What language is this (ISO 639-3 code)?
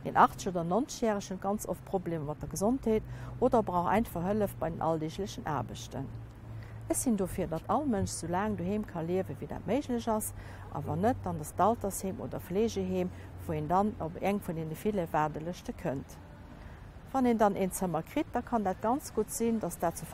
ltz